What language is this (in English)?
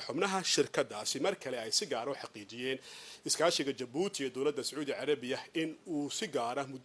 Somali